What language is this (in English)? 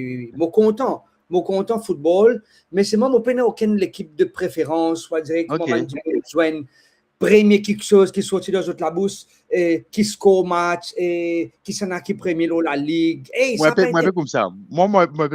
Morisyen